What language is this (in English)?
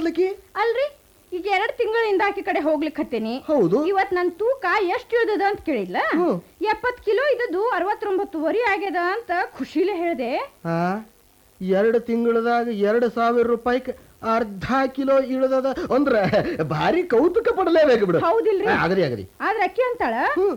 Kannada